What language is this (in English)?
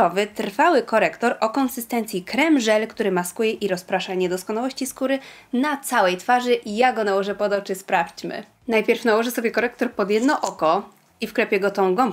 Polish